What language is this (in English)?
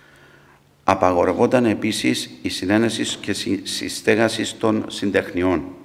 Greek